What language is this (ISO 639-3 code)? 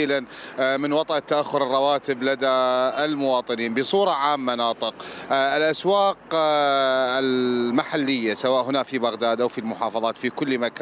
acm